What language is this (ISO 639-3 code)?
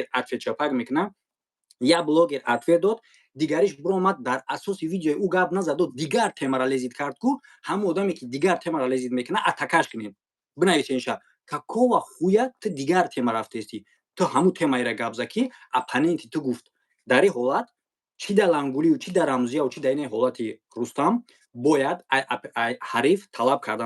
tgk